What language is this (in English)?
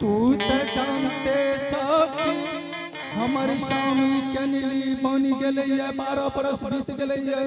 Angika